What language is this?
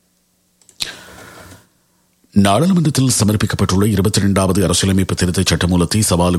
Tamil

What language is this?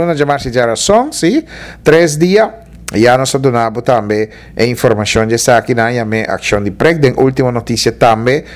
Papiamento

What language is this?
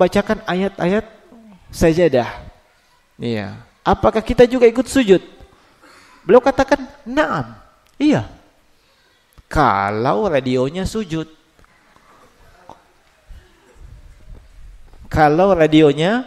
Indonesian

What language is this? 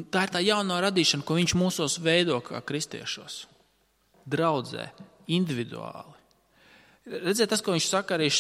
Latvian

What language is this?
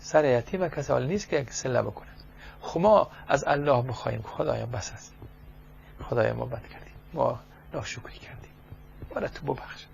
Persian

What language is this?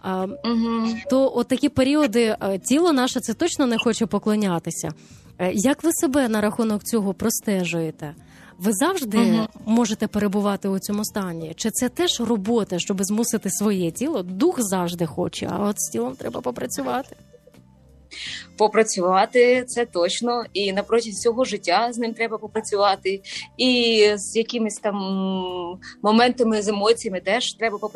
Ukrainian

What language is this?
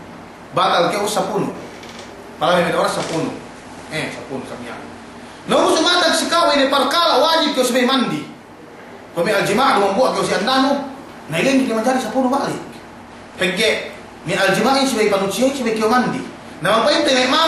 Yakan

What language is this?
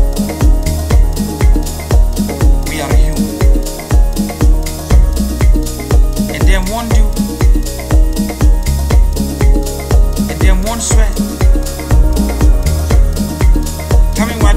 English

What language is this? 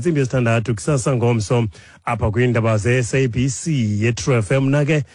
Xhosa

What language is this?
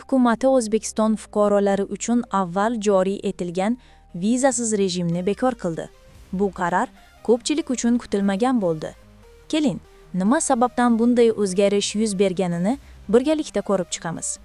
Uzbek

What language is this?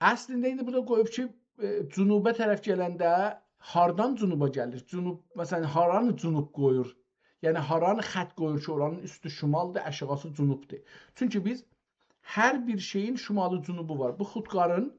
South Azerbaijani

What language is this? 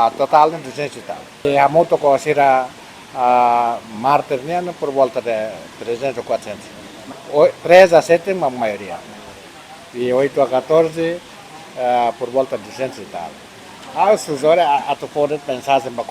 Tetum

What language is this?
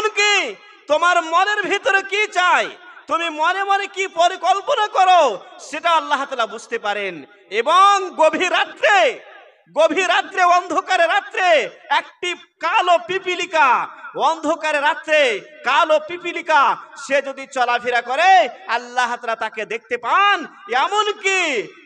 Bangla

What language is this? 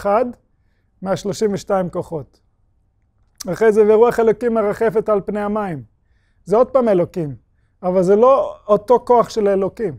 Hebrew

